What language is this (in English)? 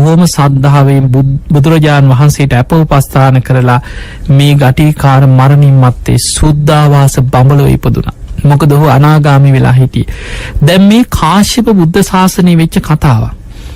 Sinhala